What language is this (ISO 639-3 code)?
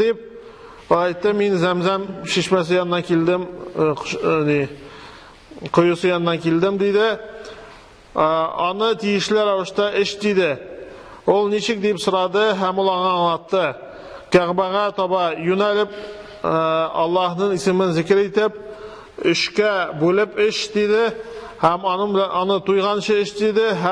tat